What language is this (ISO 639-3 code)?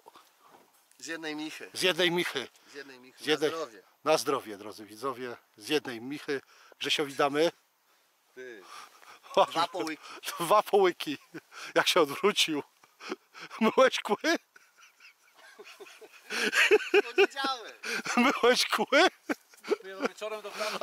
pol